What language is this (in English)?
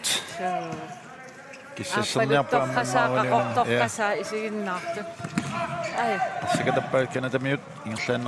Kalaallisut